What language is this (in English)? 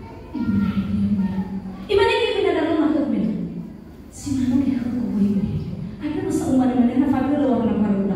Nias